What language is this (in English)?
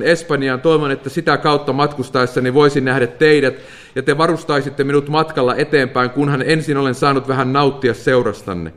Finnish